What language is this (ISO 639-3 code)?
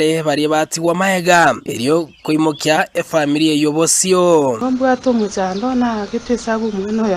guz